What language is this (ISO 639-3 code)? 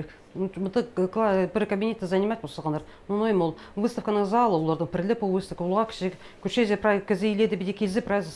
kjh